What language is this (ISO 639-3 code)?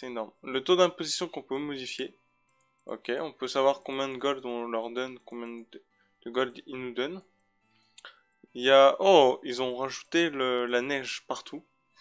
fra